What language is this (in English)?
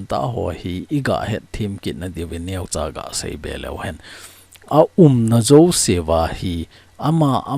Thado Chin